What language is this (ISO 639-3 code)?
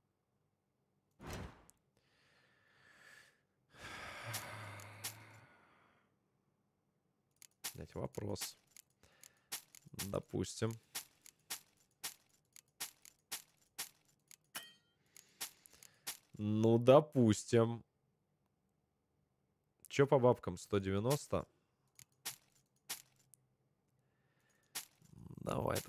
rus